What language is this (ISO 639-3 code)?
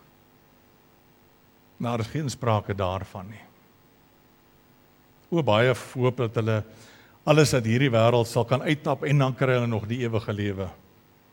afr